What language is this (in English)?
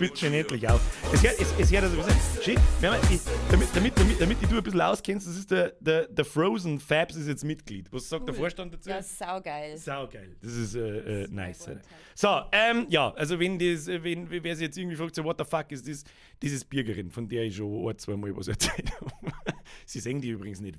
Bavarian